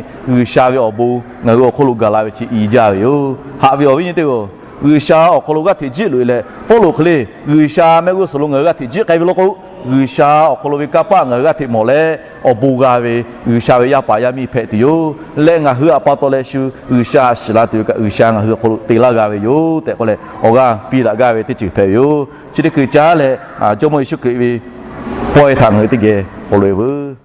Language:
Lahu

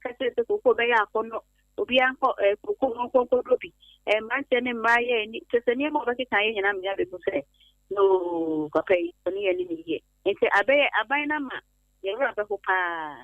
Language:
Akan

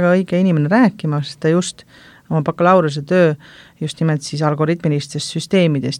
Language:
Estonian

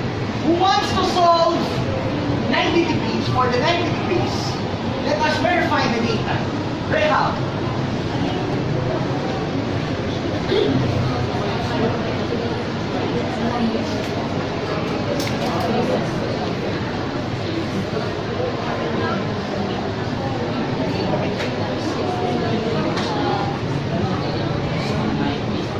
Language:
Filipino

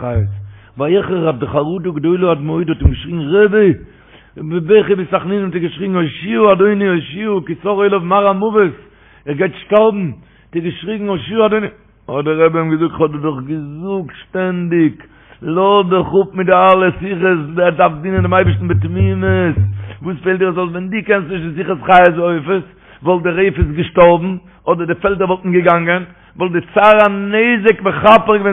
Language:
Yiddish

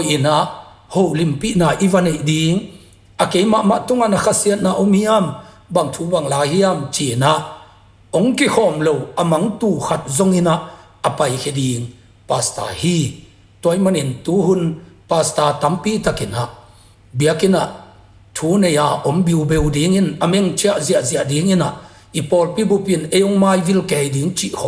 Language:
Tedim Chin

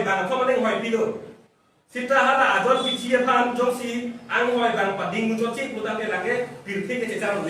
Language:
Karbi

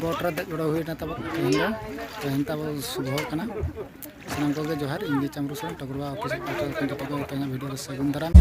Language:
Santali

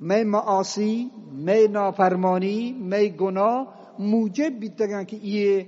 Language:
Eastern Balochi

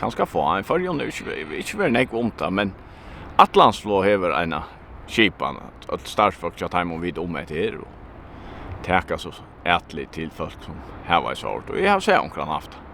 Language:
Faroese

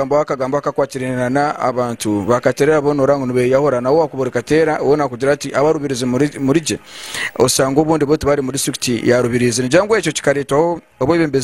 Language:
Nyankole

